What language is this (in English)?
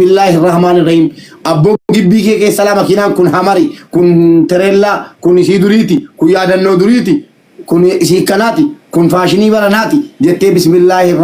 Oromo